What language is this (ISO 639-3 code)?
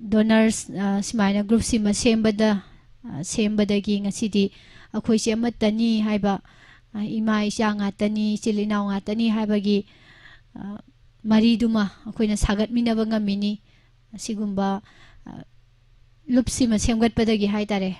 mni